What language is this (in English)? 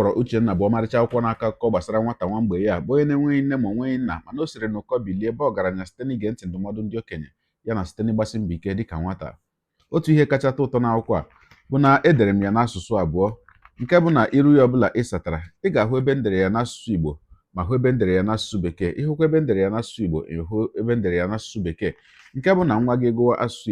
Igbo